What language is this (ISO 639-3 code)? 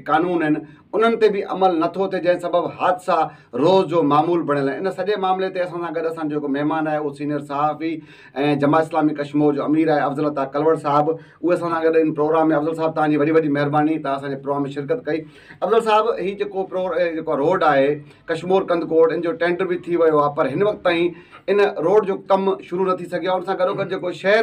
snd